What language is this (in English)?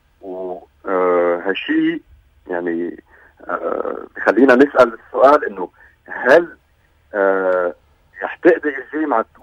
North Levantine Arabic